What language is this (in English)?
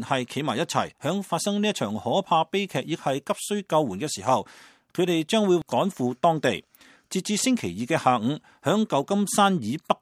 Cantonese